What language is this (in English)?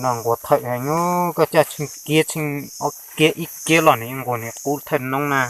Hmong